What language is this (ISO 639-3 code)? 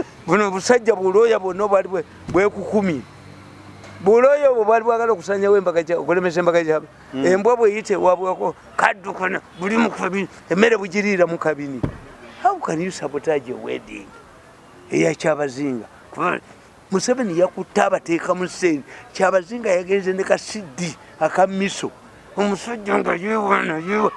lug